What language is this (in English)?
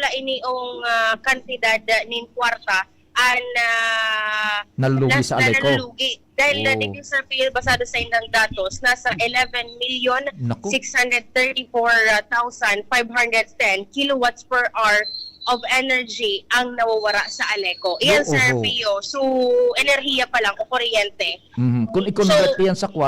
Bikol